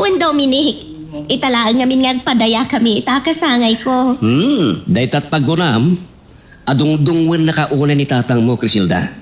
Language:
Iloko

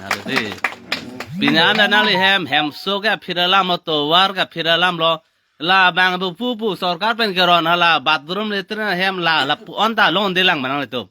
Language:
Karbi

